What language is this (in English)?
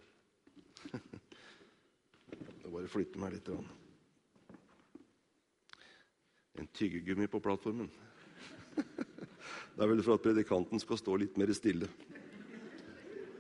Norwegian